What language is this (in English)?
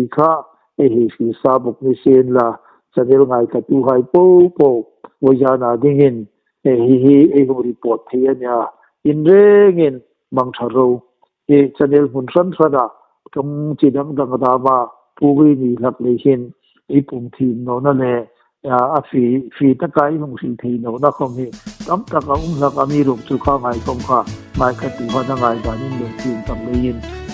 Hmar